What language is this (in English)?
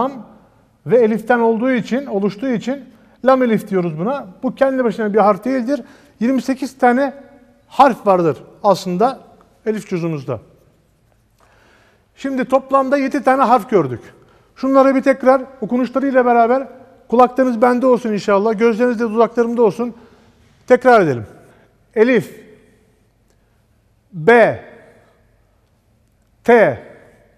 Turkish